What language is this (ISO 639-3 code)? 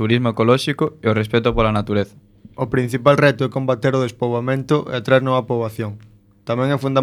glg